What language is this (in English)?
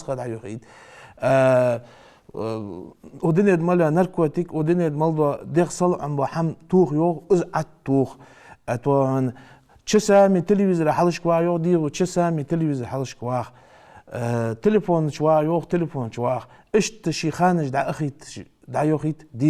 Ingush